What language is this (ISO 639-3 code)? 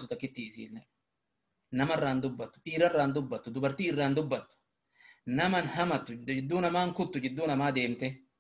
orm